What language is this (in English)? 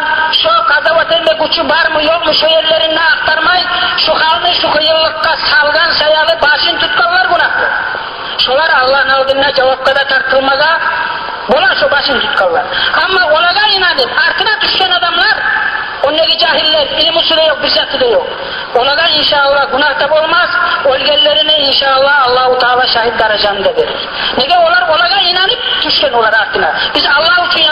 Kumyk